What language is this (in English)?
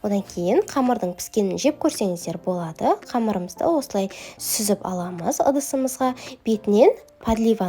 Kazakh